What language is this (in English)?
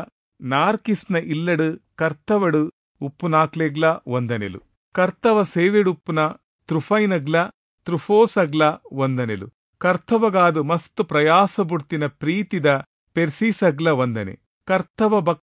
Tulu